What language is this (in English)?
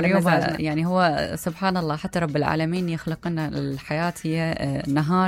Mesopotamian Arabic